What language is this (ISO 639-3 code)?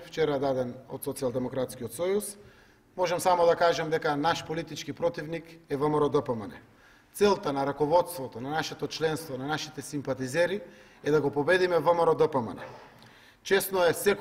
mkd